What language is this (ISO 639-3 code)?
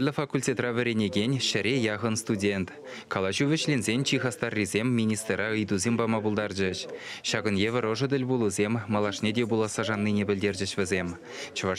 chv